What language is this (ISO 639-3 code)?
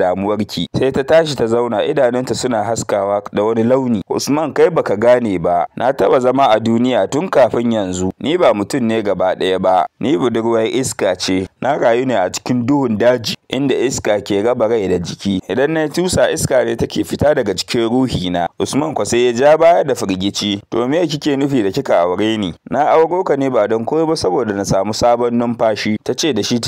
hau